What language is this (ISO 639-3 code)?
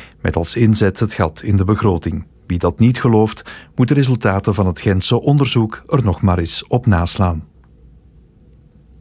nld